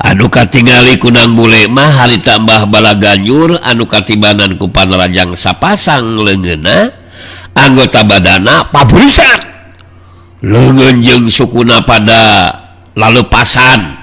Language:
Sundanese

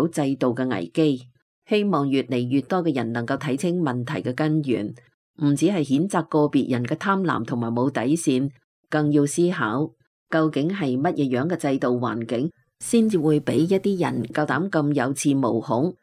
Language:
Cantonese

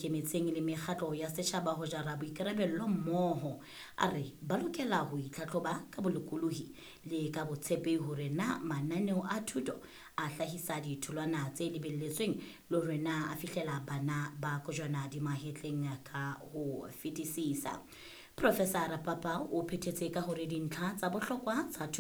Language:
Southern Sotho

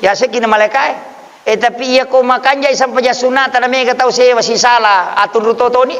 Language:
Buginese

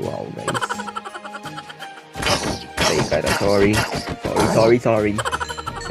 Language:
Filipino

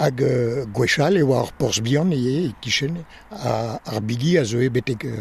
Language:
Breton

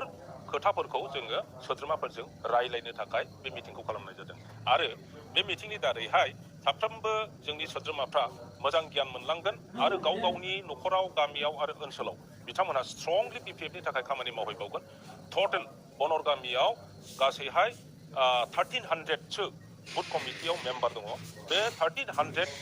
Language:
Bodo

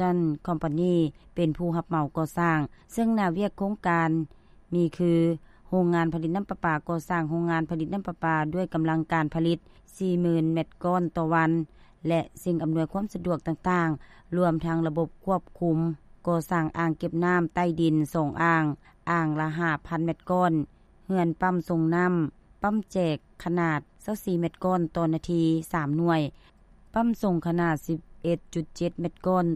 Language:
Lao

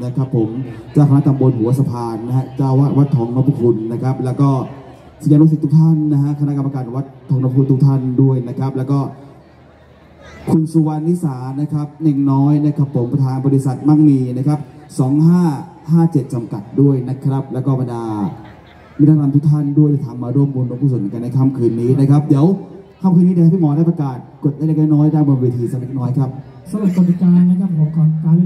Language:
Thai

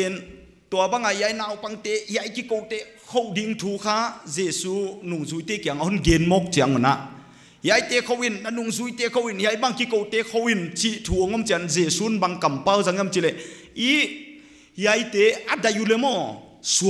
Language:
Paite Chin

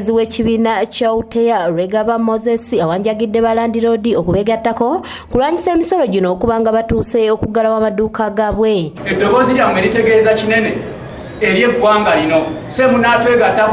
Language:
Ganda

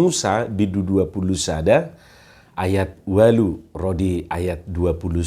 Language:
Batak Toba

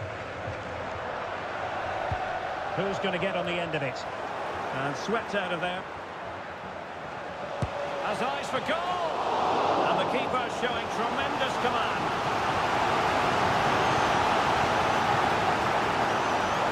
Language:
English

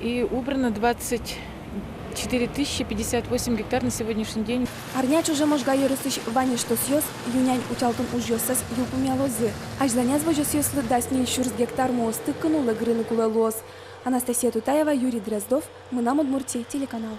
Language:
Udmurt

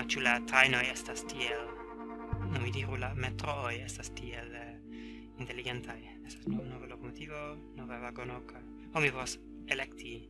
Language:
Esperanto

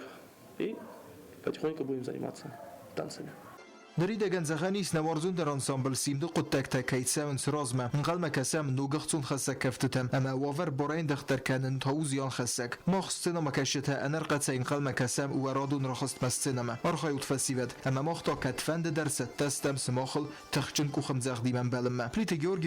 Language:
Ossetic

